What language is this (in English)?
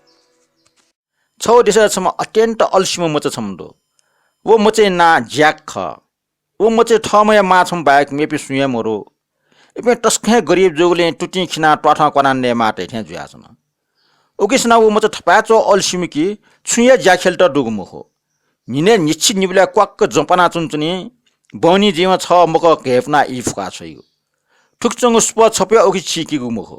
Newari